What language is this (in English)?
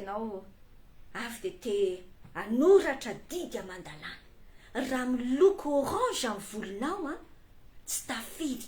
Malagasy